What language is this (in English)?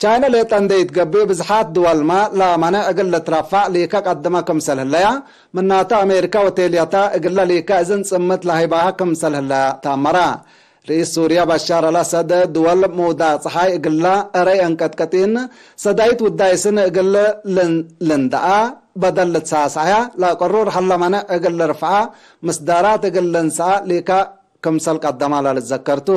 Tigre